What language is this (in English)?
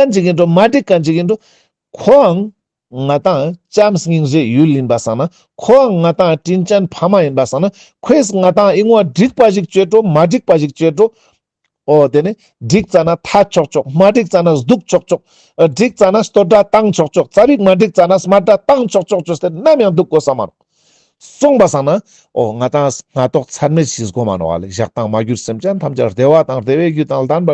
Ladakhi